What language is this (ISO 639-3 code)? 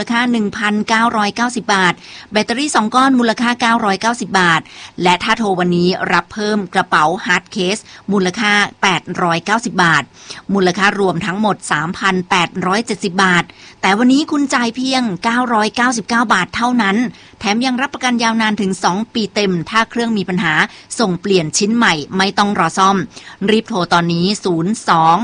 tha